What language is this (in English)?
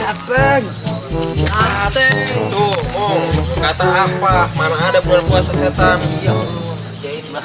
Betawi